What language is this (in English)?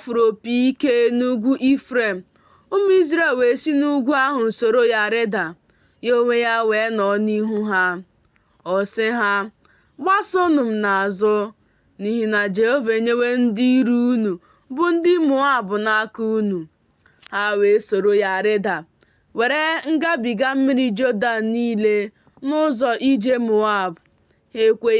Igbo